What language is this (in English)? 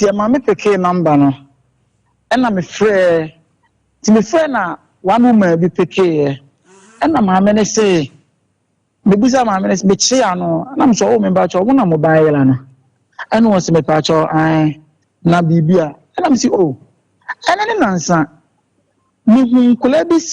Akan